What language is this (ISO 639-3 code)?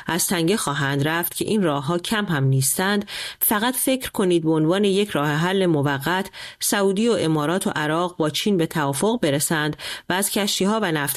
fas